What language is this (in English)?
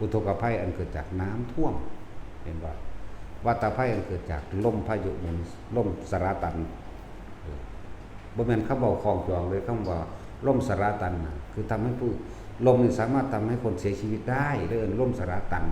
Northeastern Thai